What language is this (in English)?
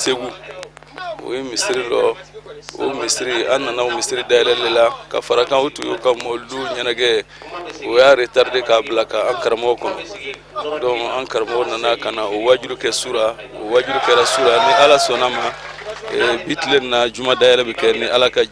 Bambara